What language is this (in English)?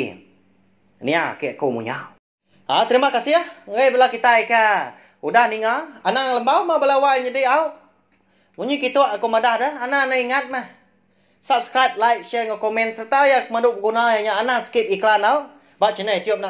Iban